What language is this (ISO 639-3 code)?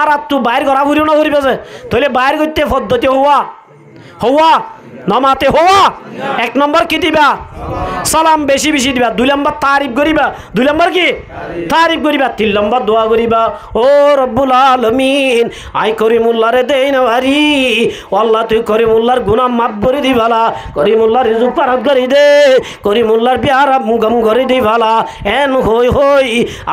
rhg